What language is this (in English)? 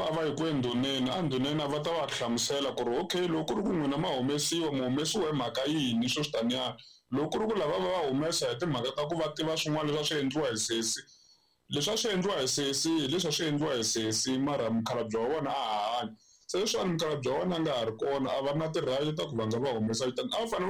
Tsonga